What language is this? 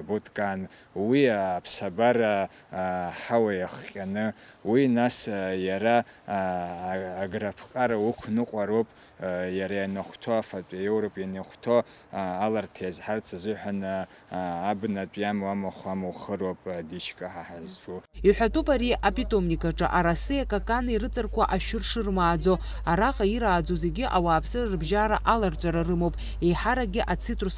Abkhazian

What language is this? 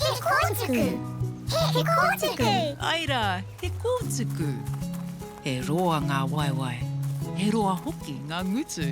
Māori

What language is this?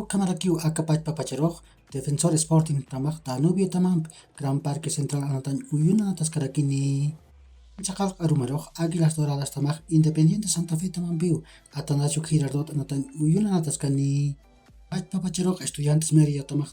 Aymara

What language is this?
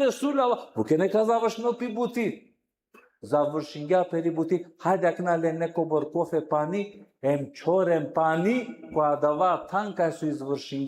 Balkan Romani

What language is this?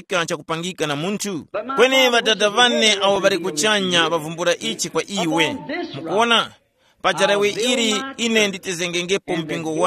Tumbuka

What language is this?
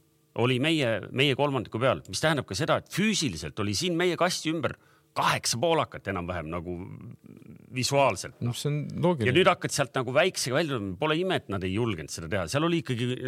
Estonian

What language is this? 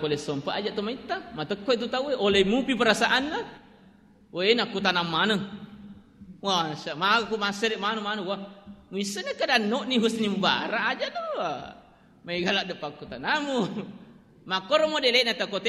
Buginese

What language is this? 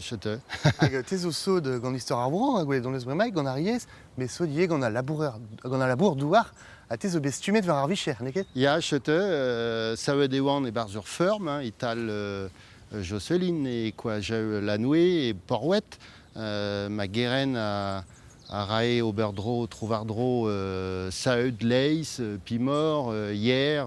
Breton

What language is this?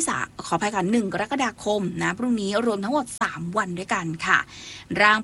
Thai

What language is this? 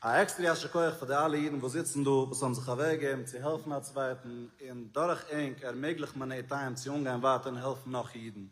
Yiddish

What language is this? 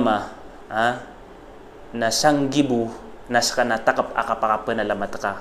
Maranao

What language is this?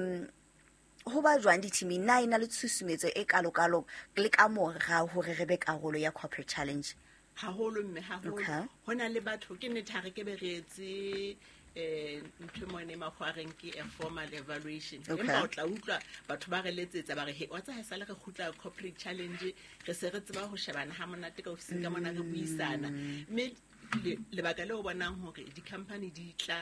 Southern Sotho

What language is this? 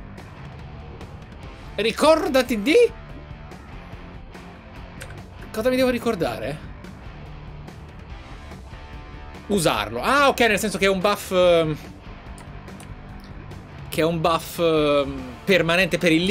Italian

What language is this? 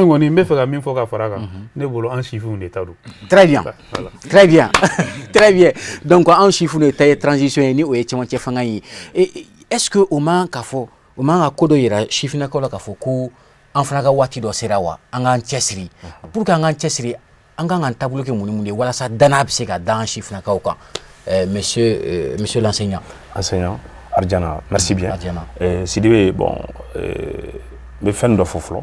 Bambara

